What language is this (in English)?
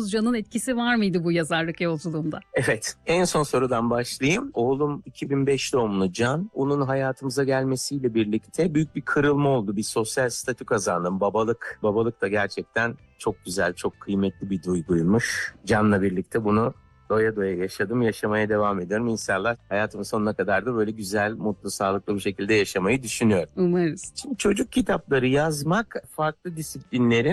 Turkish